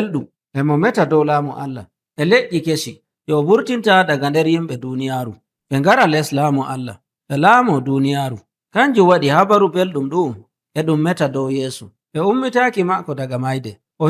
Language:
Nigerian Fulfulde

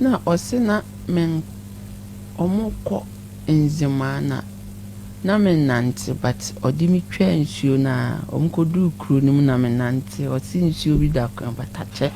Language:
Akan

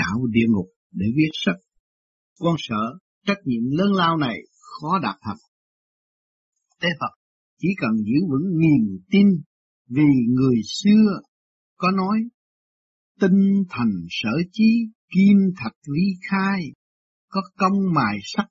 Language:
Vietnamese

